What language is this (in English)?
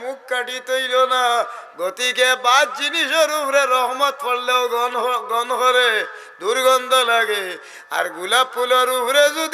Sylheti